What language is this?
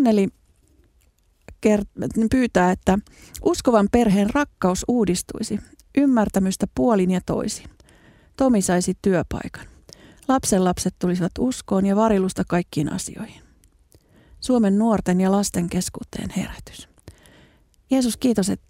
Finnish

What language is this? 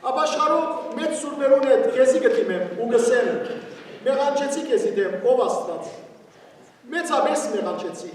Western Armenian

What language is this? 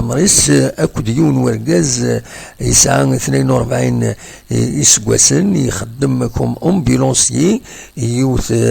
Kabyle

